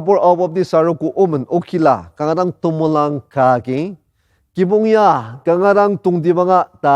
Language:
Ao Naga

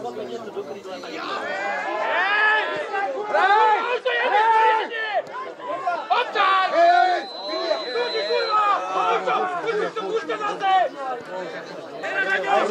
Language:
Slovak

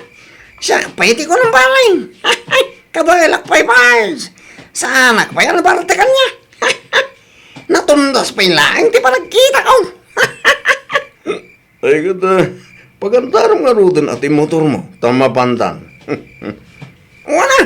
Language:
Iloko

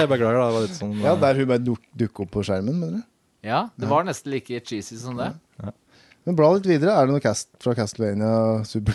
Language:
Norwegian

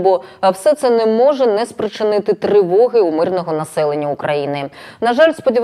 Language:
Ukrainian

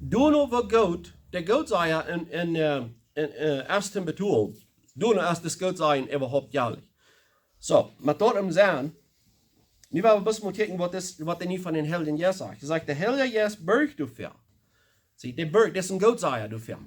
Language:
Plautdietsch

